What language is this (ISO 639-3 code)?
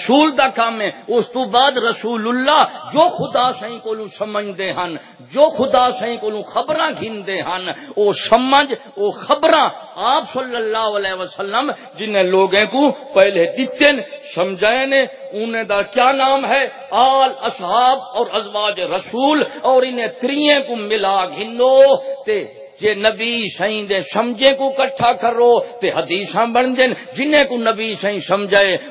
skr